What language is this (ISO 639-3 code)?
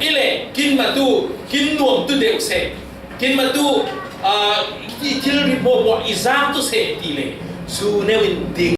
cfm